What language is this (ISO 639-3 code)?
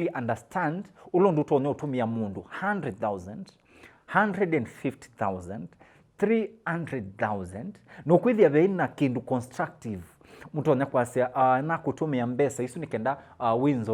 kam